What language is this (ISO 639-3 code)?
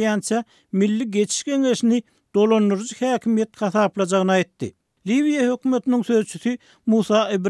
tuk